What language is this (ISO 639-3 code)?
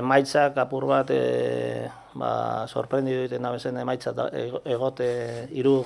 eus